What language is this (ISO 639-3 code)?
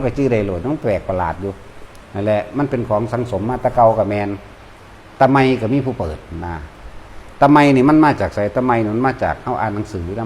tts